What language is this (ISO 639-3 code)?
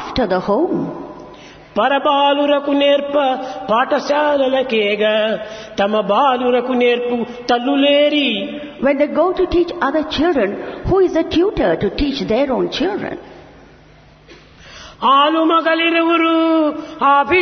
tel